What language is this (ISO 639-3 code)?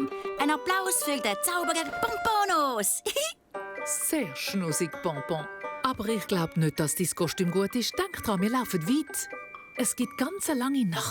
gsw